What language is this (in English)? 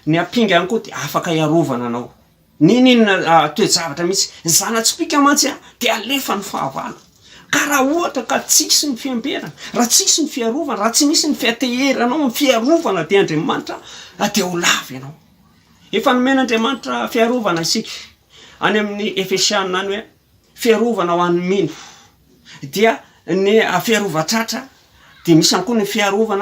Malagasy